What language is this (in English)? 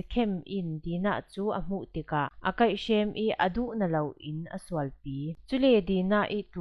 Falam Chin